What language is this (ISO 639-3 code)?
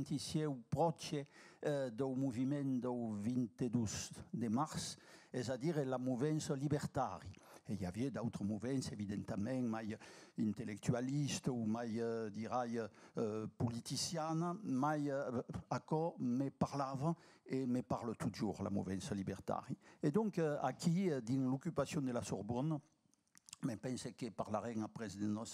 oci